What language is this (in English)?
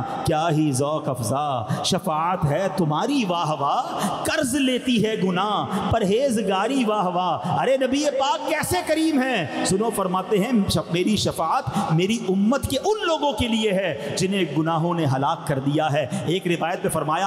Urdu